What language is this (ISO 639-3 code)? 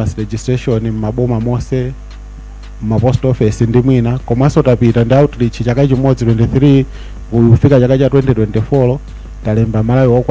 nya